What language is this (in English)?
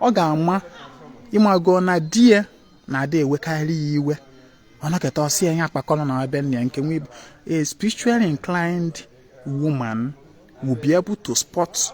Igbo